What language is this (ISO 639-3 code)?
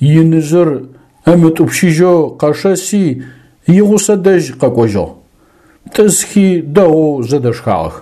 ady